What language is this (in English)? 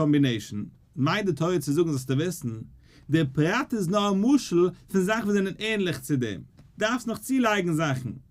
Yiddish